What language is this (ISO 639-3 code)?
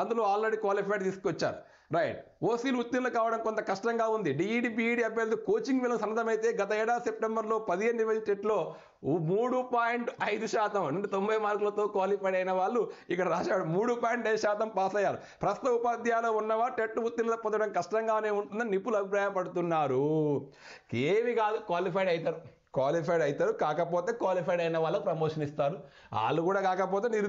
tel